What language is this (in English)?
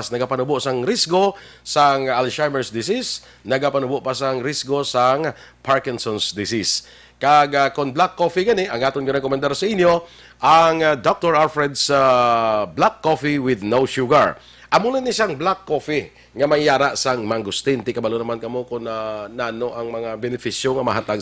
Hiligaynon